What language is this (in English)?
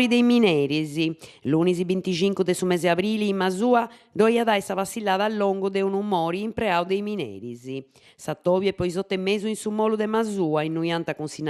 Sardinian